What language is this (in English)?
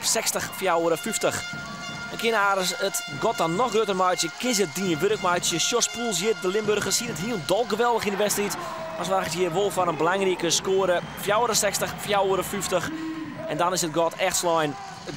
Western Frisian